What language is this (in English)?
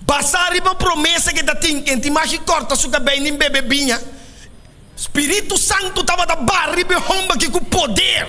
Papiamento